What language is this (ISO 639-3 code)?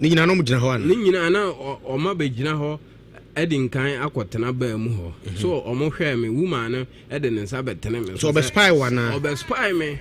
aka